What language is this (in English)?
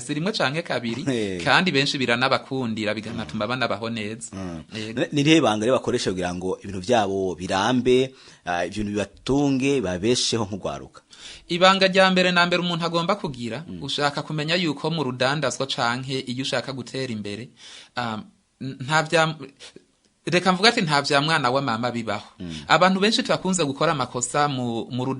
Rundi